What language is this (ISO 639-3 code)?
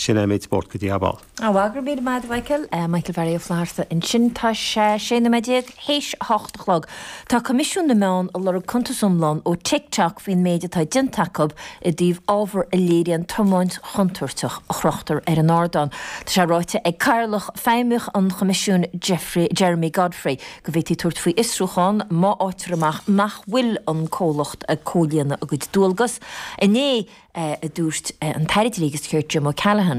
gle